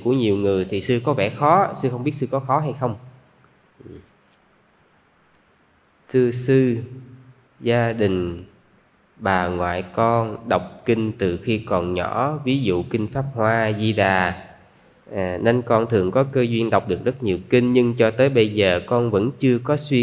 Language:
Vietnamese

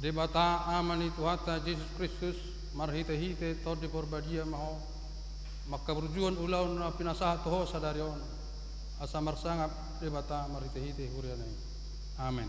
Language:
Batak Toba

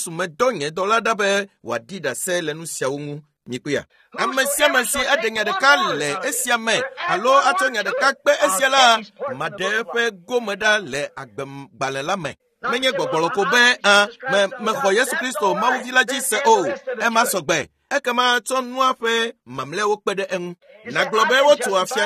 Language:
Ewe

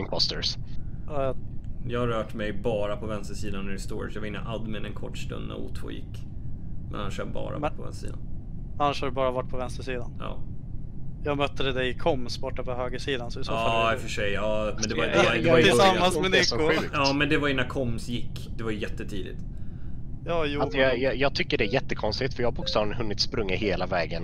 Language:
Swedish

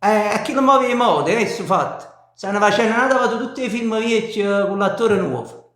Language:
Neapolitan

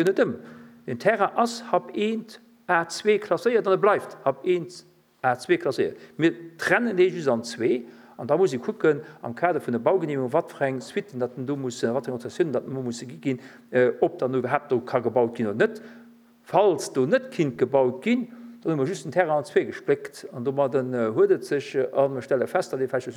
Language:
Luxembourgish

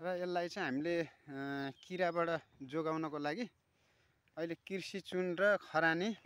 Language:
Nepali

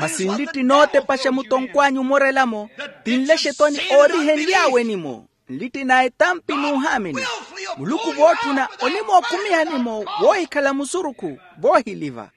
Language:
Makhuwa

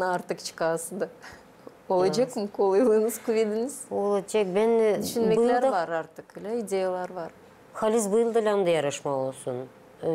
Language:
Gagauz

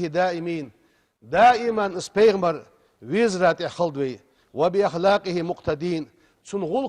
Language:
Ingush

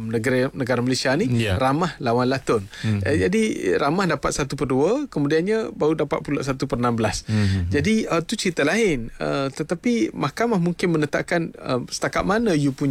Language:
Malay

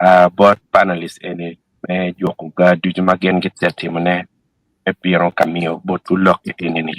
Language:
Acoli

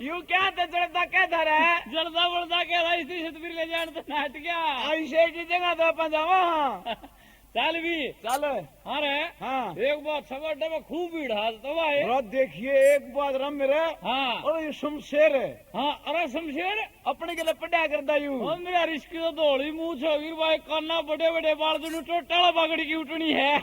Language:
Haryanvi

